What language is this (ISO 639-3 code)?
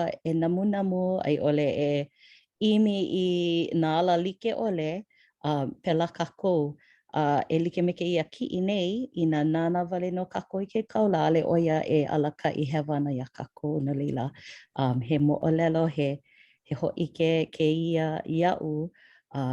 haw